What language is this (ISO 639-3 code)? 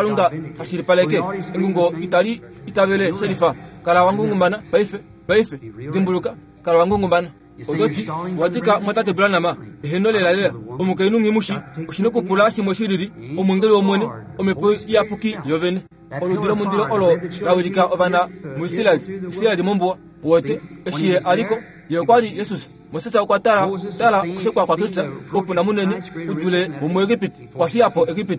kua